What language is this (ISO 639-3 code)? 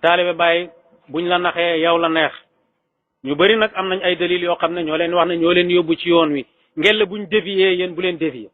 wol